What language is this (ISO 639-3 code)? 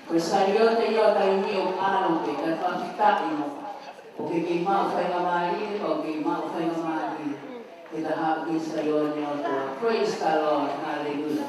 ton